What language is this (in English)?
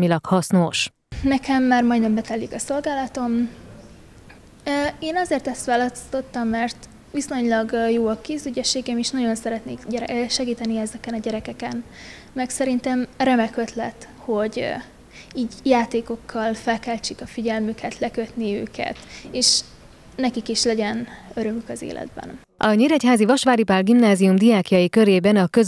Hungarian